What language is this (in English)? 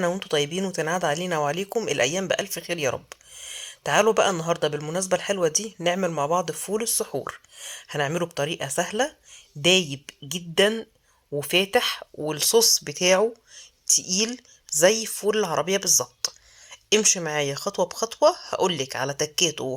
Egyptian Arabic